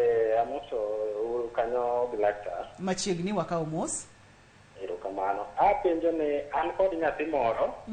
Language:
Luo (Kenya and Tanzania)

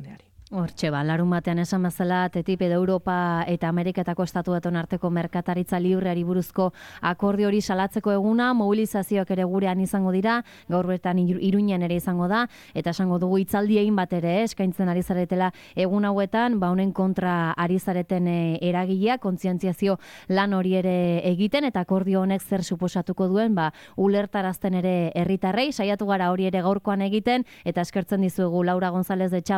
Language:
Basque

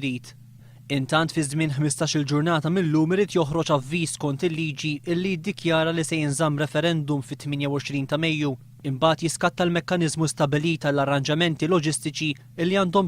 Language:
Maltese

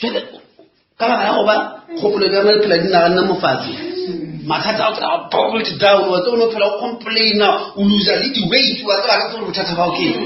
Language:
Northern Sotho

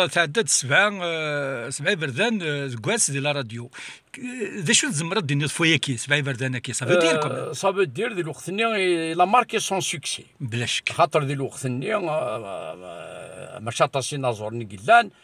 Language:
Kabyle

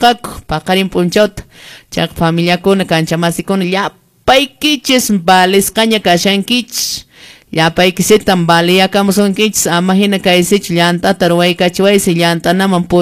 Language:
Quechua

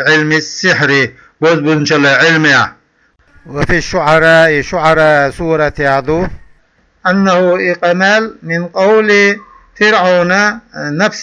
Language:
Chechen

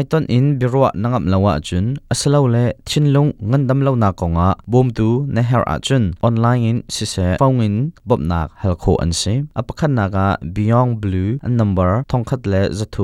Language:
Hakha Chin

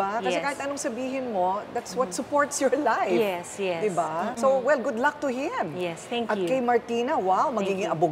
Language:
Filipino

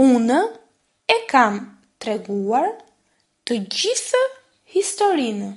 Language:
Albanian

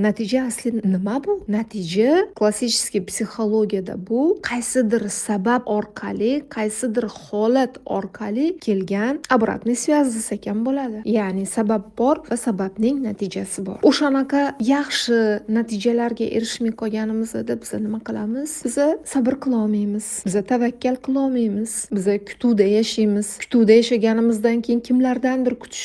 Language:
Uzbek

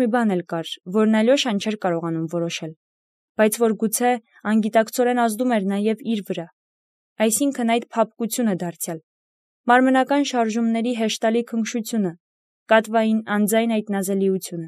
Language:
Armenian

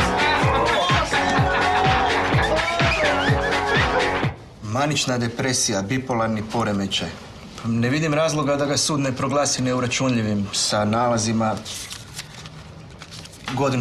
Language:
Croatian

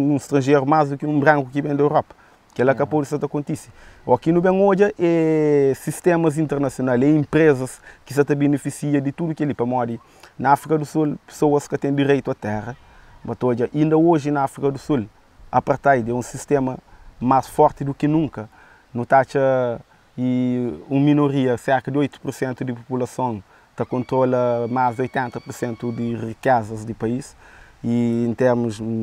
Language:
Kabuverdianu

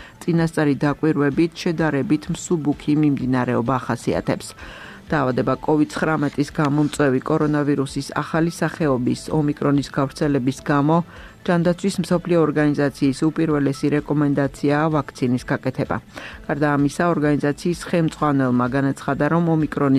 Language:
Georgian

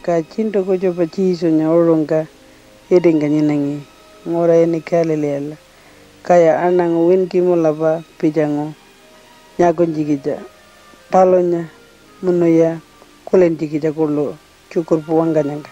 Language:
Pitjantjatjara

